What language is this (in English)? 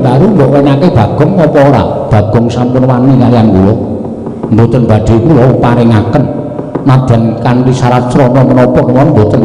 Javanese